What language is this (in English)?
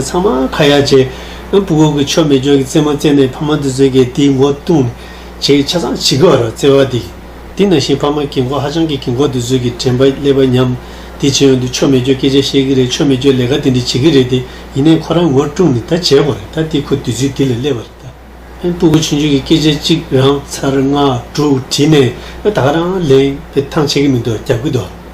Tibetan